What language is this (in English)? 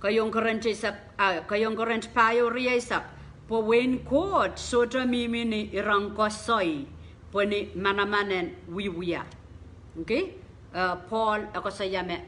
Pohnpeian